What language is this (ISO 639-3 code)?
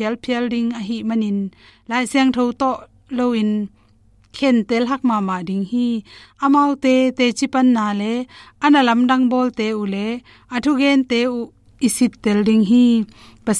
ctd